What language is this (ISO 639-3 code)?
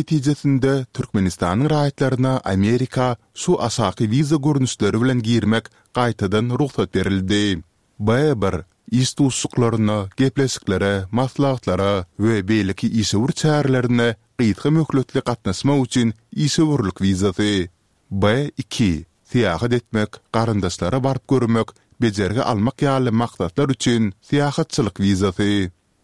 tuk